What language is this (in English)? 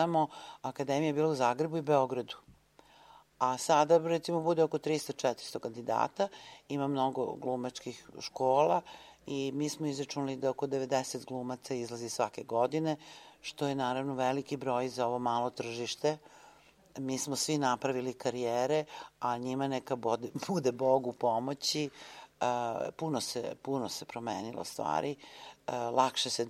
Serbian